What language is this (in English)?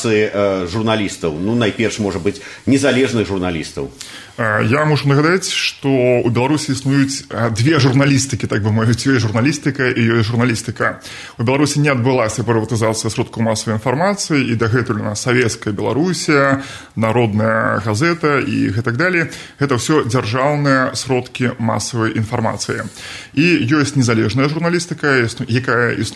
Belarusian